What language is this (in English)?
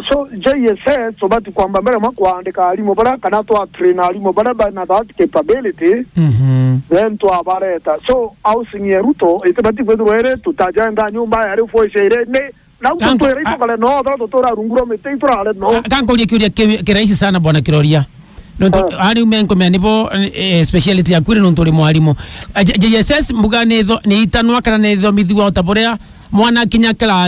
Meru